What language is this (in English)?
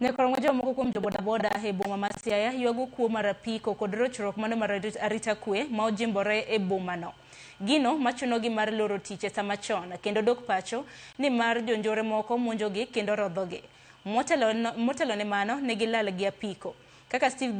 Luo (Kenya and Tanzania)